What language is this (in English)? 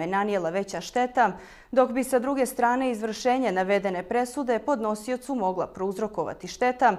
Bosnian